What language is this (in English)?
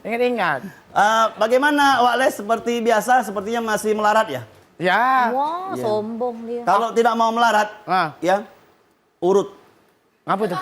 Musi